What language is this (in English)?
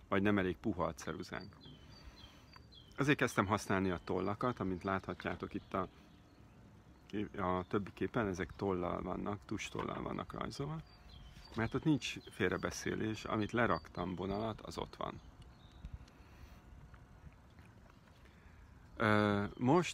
Hungarian